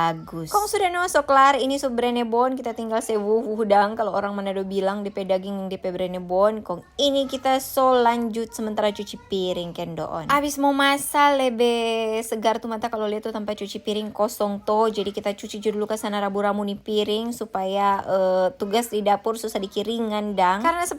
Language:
Manado Malay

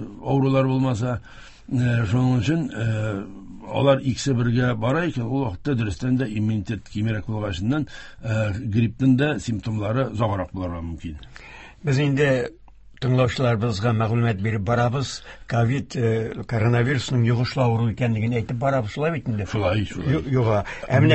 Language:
Tatar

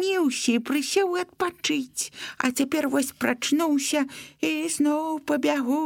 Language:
Belarusian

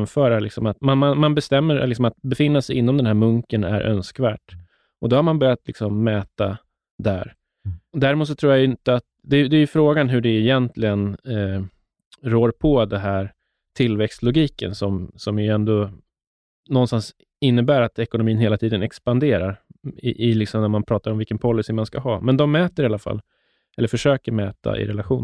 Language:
Swedish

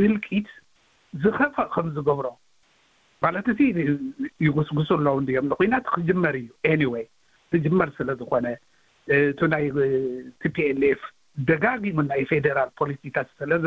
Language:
Tigrinya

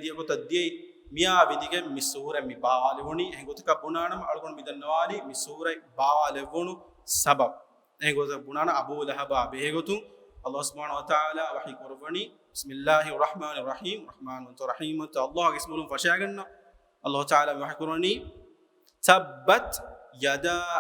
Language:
Divehi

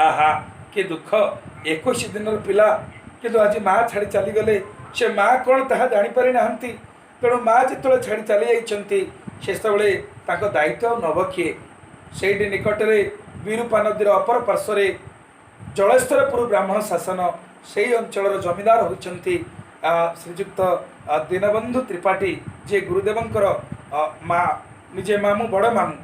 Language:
Odia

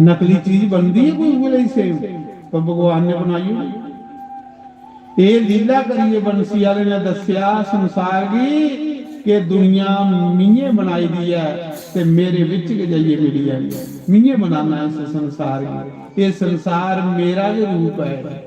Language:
Dogri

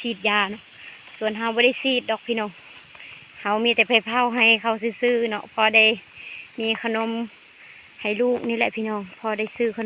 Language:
Lao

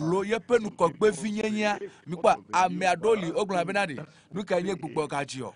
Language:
Ewe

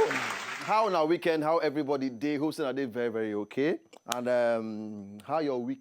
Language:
Nigerian Pidgin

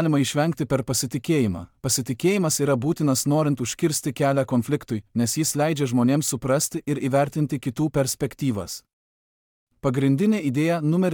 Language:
Lithuanian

